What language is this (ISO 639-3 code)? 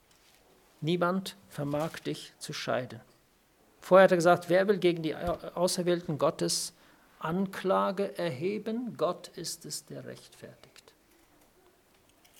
deu